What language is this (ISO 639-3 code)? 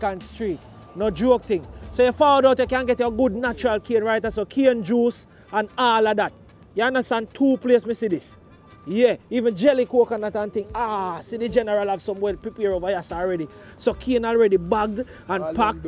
jam